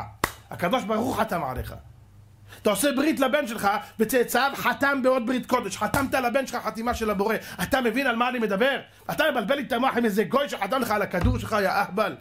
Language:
Hebrew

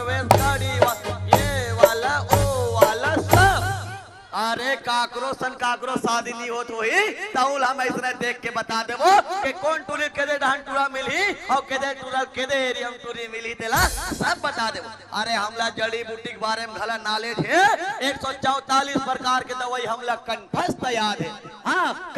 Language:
Chhattisgarhi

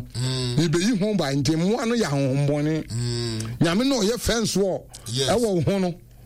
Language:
Akan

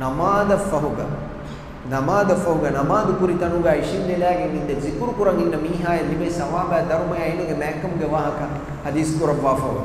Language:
Divehi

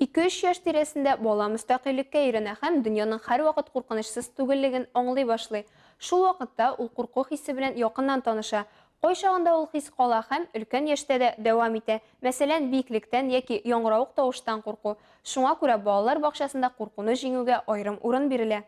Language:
Tatar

